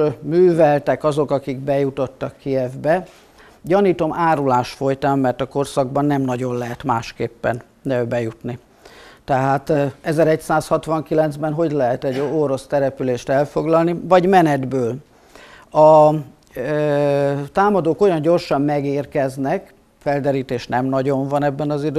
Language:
Hungarian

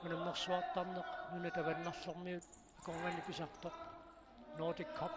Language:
Kalaallisut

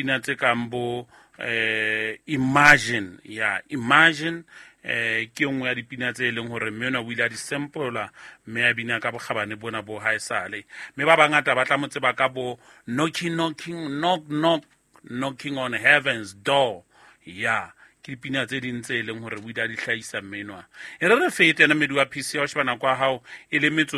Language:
Southern Sotho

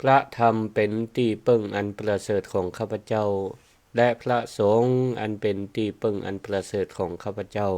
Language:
Northern Thai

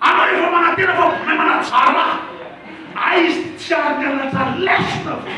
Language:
Malagasy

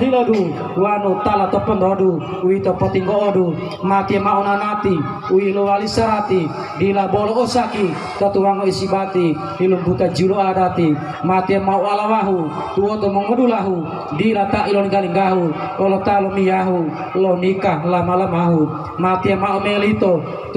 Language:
Gorontalo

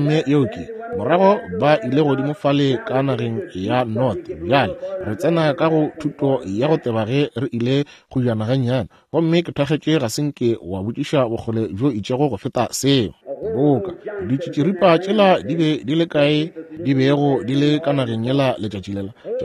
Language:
Northern Sotho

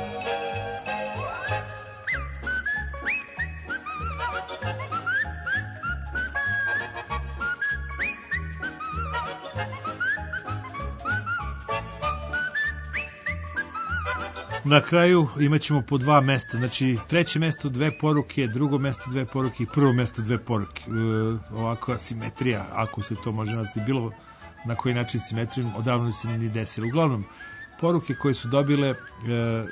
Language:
Serbian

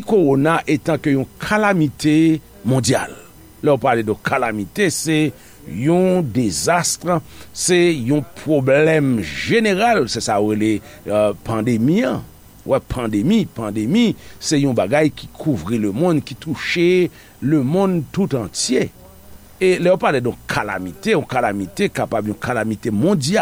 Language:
Haitian Creole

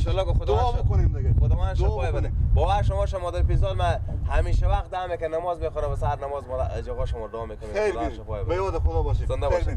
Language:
Persian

